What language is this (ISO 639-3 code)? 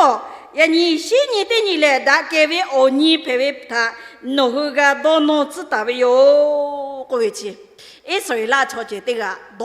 lhu